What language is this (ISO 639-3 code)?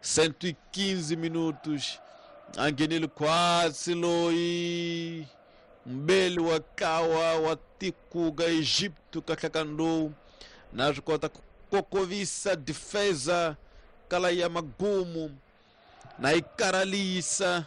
tso